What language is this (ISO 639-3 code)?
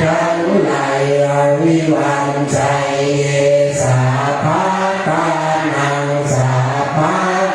pli